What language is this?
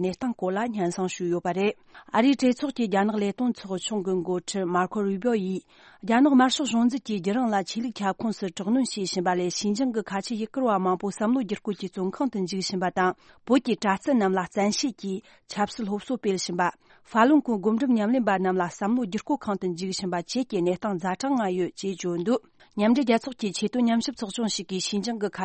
Tibetan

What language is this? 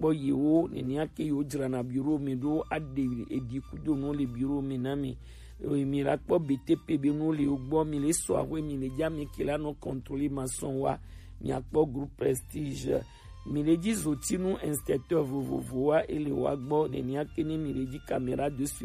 Gen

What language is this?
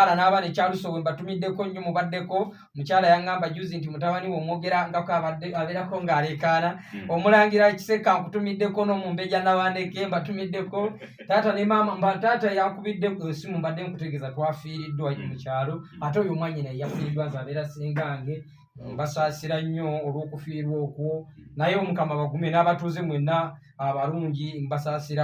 Ganda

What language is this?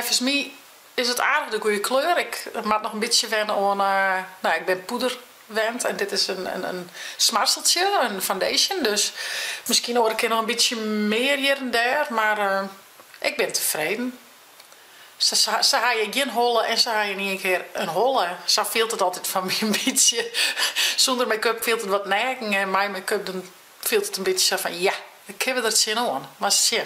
Western Frisian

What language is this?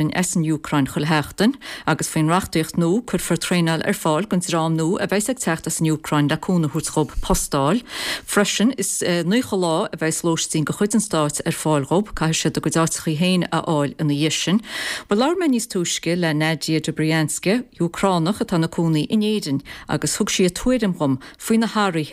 Irish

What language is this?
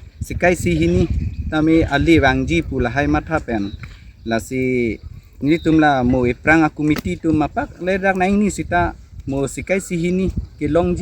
Karbi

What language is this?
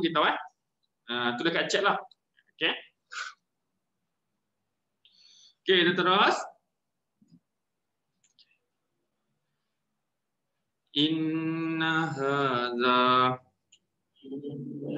Malay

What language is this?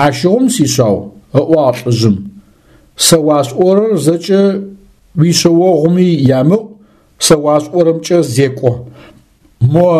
Adyghe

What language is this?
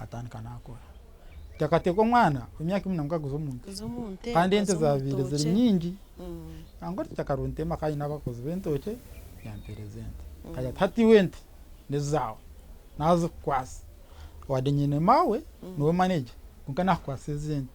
Nyankole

